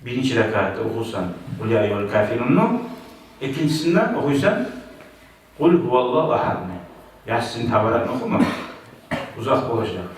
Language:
Kumyk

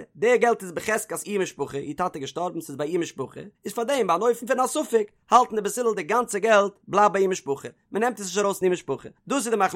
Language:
Yiddish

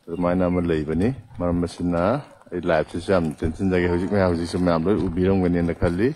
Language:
Manipuri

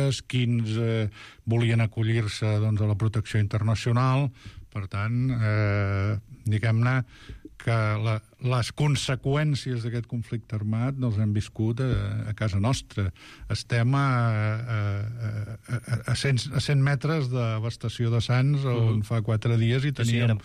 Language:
Catalan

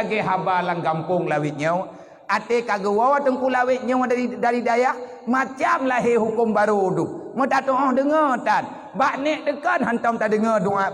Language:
Achinese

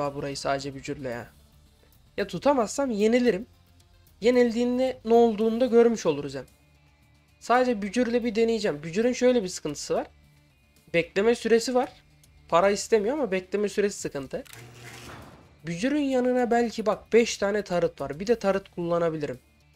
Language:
Turkish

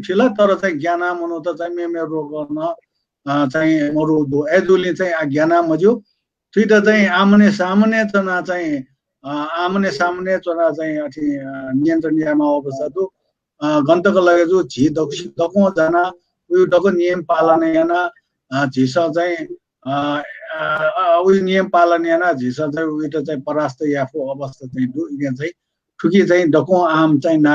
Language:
Newari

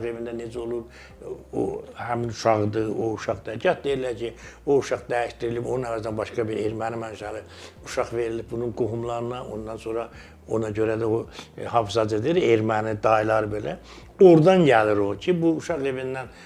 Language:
Azerbaijani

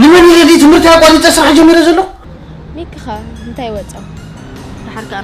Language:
Tigrinya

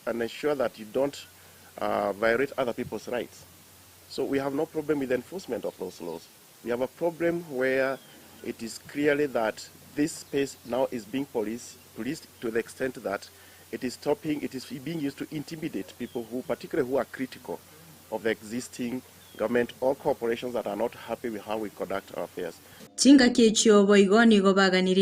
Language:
Gusii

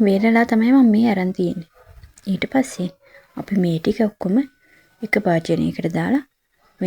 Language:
Sinhala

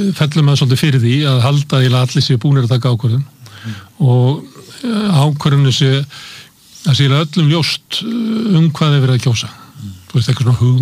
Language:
Icelandic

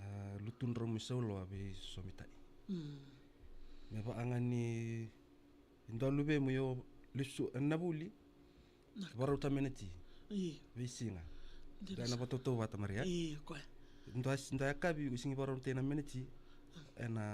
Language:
Fijian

